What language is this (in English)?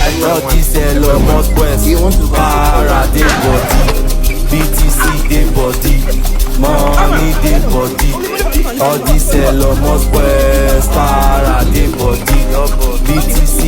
Nigerian Pidgin